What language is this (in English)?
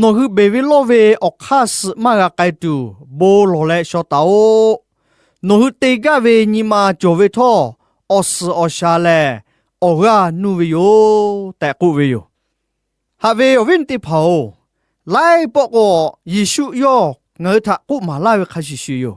Lahu